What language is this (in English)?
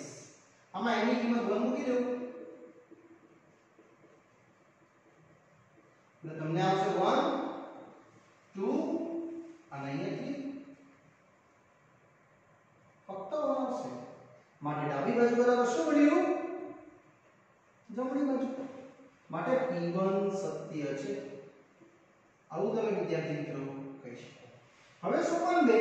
Gujarati